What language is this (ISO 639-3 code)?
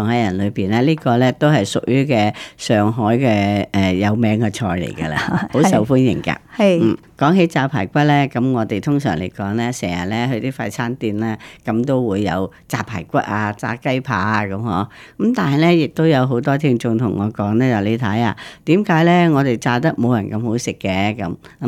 yue